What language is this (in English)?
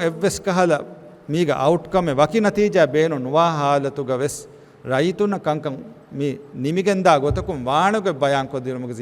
Divehi